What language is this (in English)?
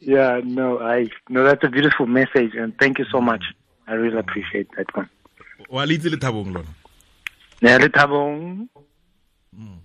Tswana